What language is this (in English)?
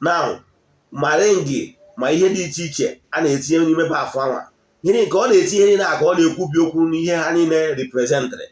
Igbo